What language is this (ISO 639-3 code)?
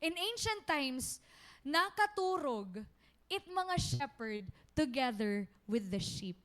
war